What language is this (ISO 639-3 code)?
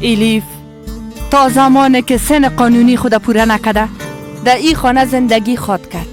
fas